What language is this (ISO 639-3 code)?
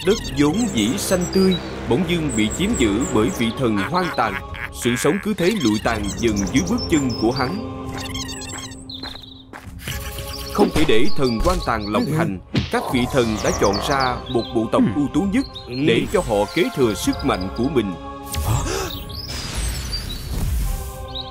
vie